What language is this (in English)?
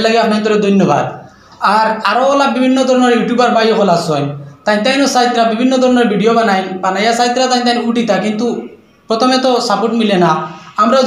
Sylheti